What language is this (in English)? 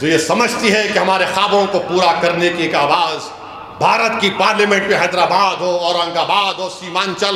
Urdu